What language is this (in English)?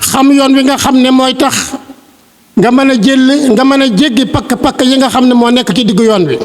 Wolof